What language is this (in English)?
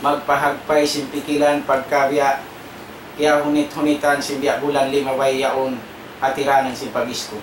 Tausug